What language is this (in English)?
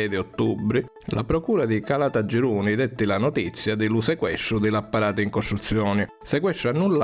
Sicilian